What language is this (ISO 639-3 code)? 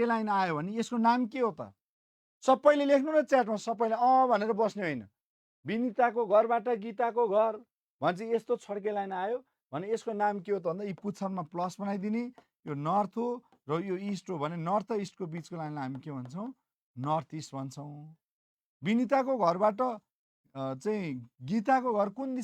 nep